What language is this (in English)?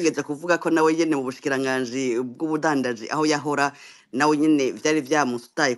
Rundi